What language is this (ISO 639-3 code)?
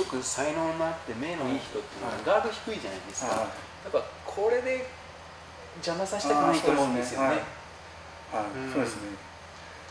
jpn